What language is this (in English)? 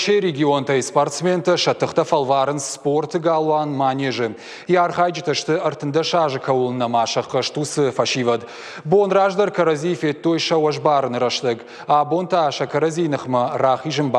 Ossetic